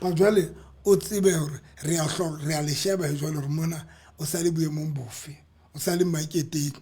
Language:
Southern Sotho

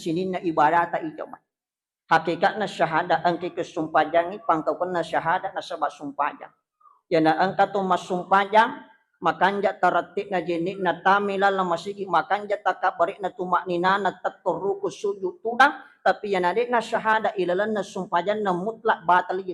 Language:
Buginese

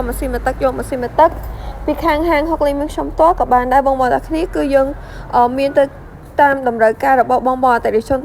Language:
Khmer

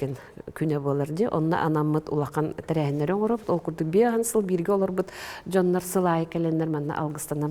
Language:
Yakut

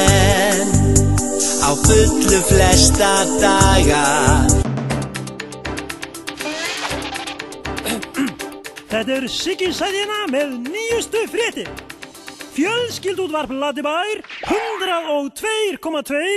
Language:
Icelandic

